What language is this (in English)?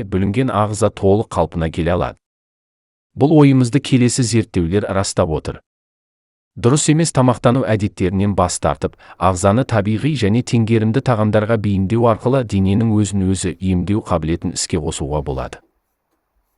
Kazakh